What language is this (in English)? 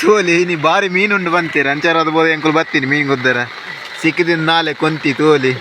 Tulu